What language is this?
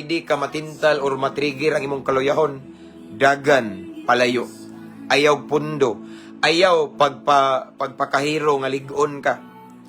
Cebuano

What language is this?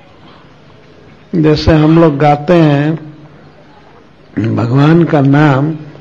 Hindi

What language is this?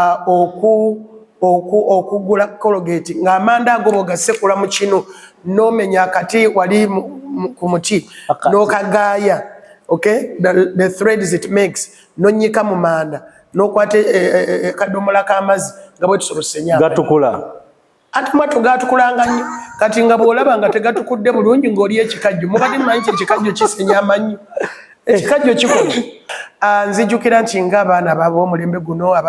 Ganda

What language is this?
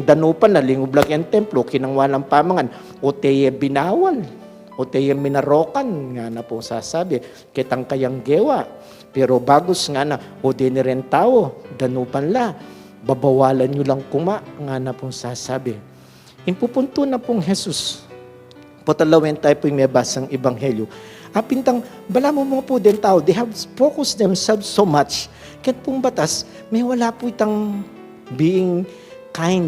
Pampanga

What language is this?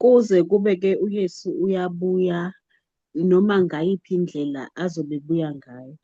Zulu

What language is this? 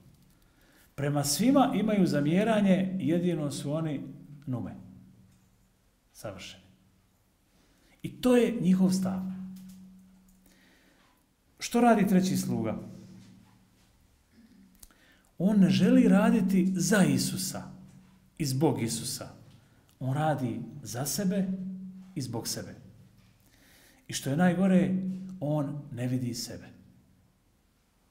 Croatian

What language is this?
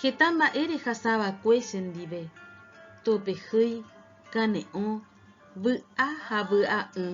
Guarani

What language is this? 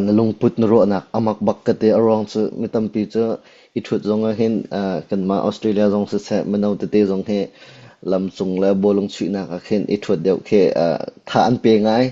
Hakha Chin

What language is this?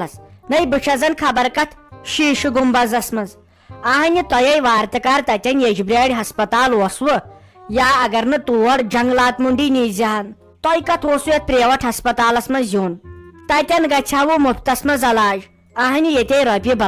Kashmiri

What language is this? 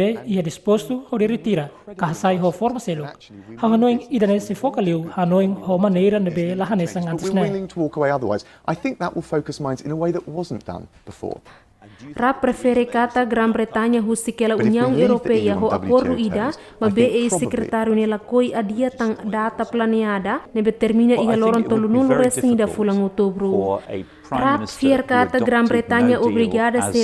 Tetum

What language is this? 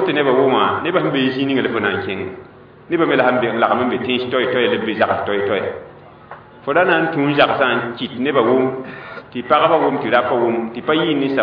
Mossi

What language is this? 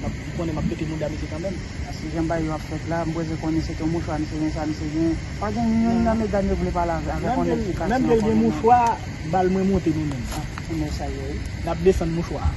Haitian Creole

